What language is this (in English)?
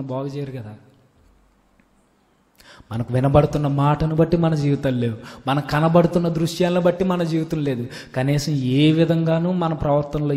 Telugu